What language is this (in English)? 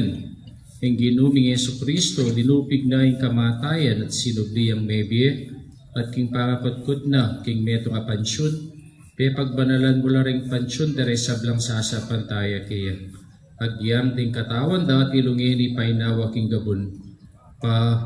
Pampanga